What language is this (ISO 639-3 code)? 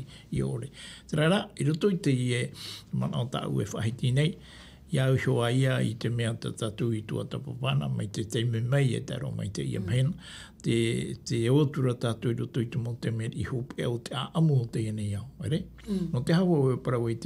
tah